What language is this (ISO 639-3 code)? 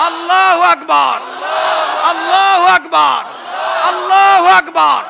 syl